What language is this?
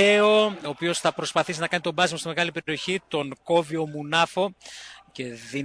Greek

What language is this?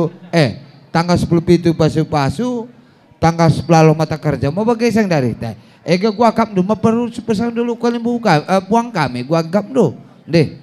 Batak Karo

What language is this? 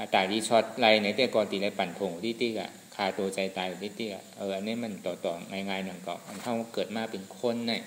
Shan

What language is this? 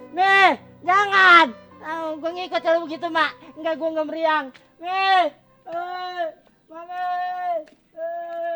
Betawi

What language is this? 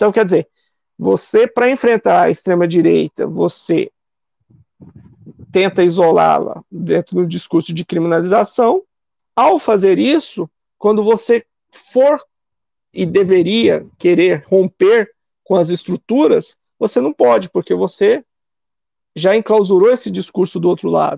Portuguese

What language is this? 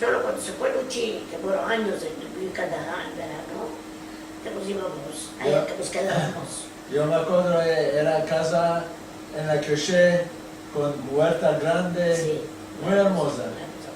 Ladino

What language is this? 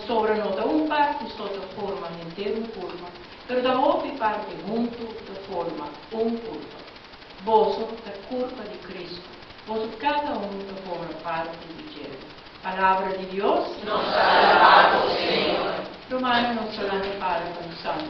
Papiamento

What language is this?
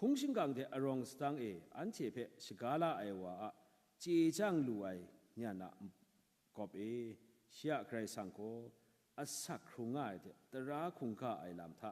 Kachin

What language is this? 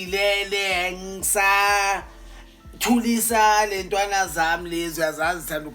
Zulu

